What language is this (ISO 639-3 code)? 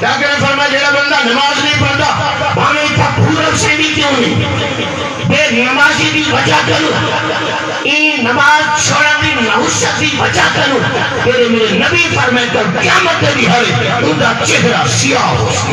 skr